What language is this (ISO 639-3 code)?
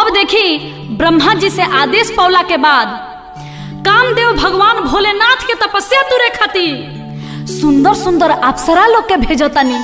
bho